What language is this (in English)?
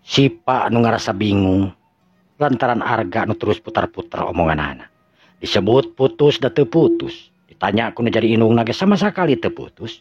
Sundanese